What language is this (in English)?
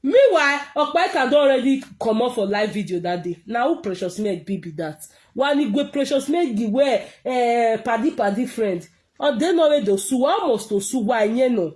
Nigerian Pidgin